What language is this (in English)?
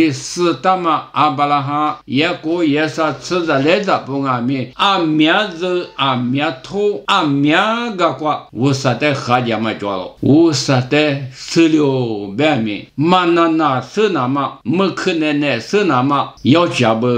Lisu